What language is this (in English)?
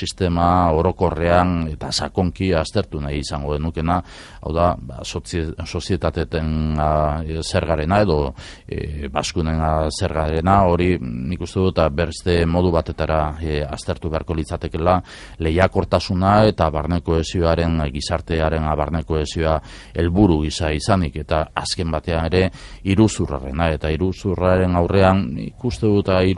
Basque